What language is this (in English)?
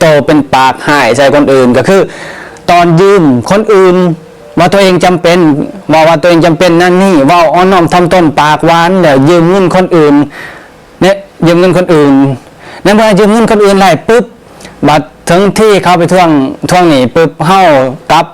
Lao